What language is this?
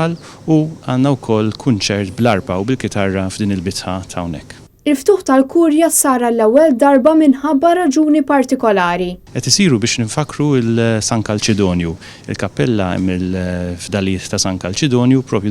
Maltese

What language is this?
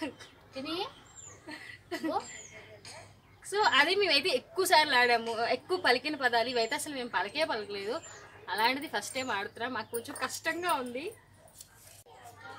Telugu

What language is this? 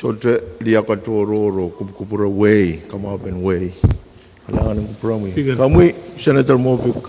Pohnpeian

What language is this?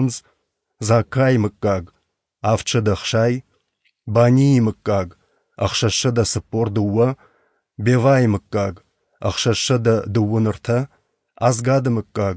Ossetic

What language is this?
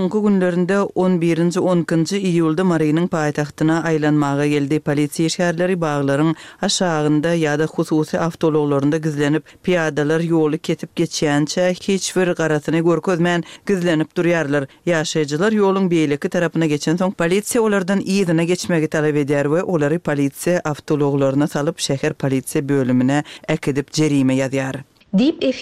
Turkmen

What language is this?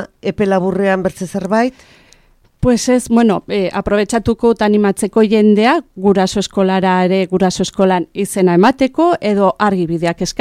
Basque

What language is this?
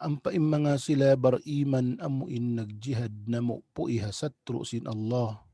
Tausug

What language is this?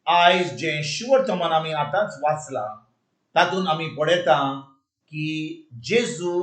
Konkani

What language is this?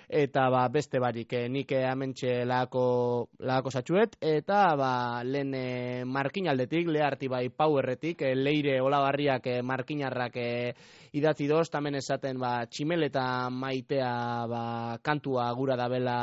Basque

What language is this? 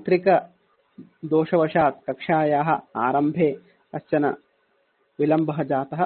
Sanskrit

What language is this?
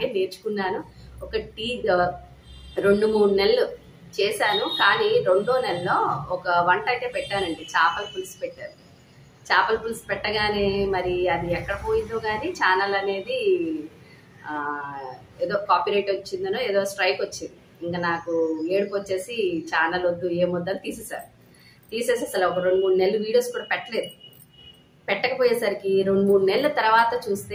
Telugu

